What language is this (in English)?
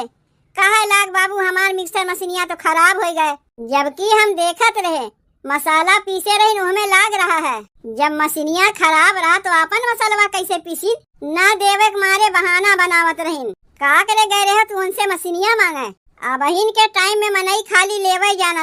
Awadhi